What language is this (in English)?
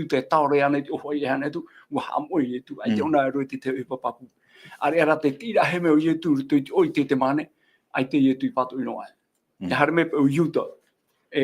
Tahitian